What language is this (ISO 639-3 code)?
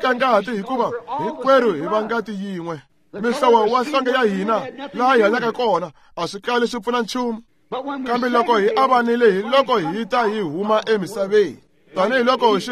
tso